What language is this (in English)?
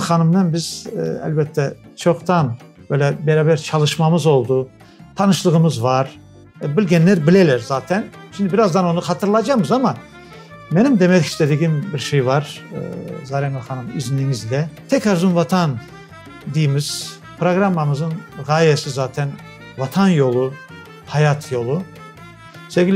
Crimean Tatar